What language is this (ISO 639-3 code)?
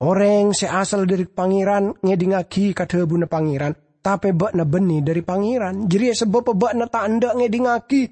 mad